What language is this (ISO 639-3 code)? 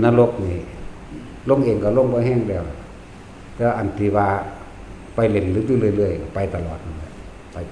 lao